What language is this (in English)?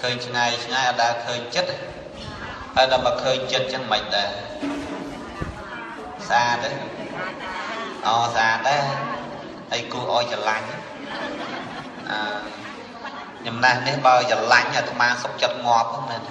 Khmer